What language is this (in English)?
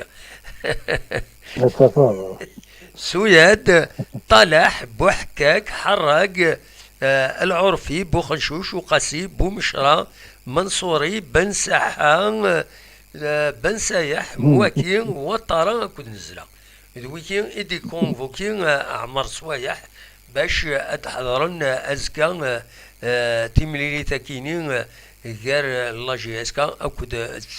Kabyle